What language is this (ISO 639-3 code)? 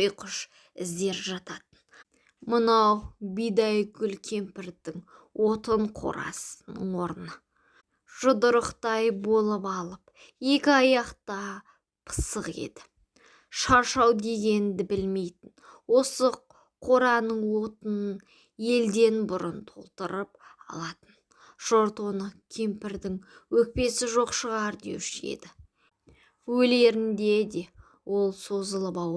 kaz